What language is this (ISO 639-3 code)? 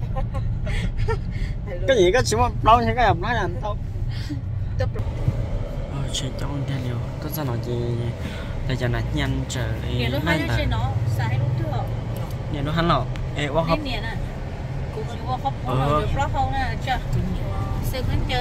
vie